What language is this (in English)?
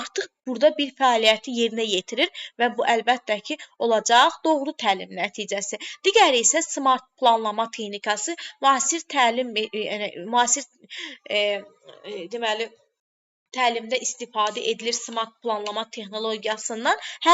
Azerbaijani